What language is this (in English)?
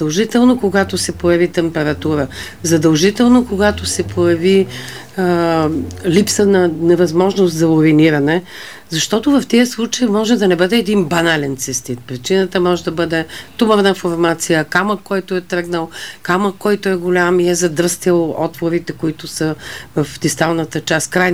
Bulgarian